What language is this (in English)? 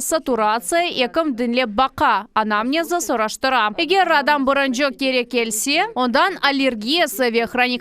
Crimean Tatar